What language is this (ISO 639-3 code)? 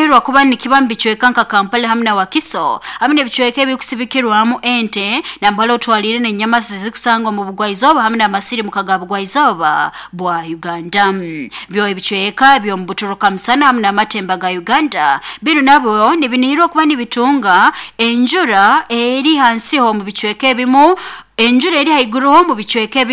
nyo